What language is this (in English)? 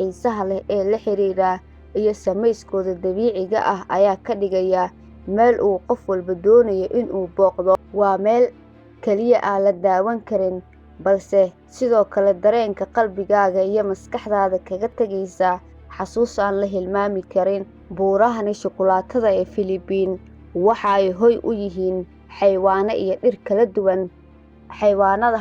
Somali